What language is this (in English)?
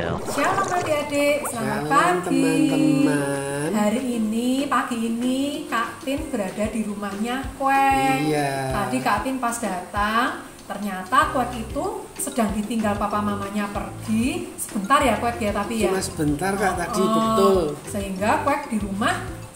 Indonesian